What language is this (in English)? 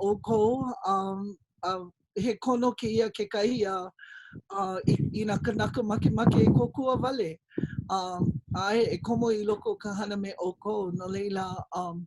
Hawaiian